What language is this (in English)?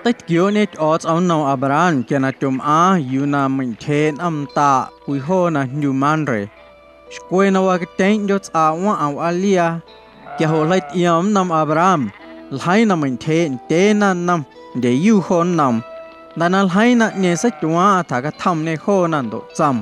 Guerrero Amuzgo